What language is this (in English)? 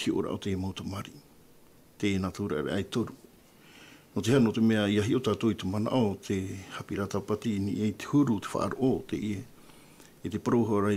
Tahitian